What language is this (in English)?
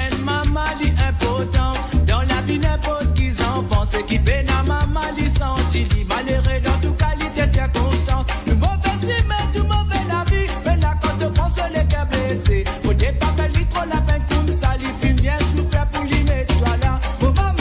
Morisyen